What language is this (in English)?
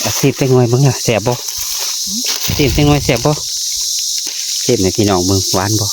Northeastern Thai